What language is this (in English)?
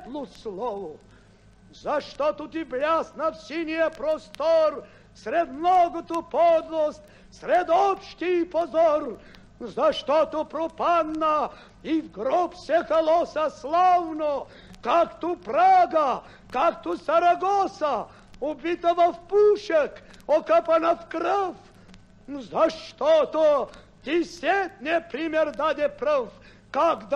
Bulgarian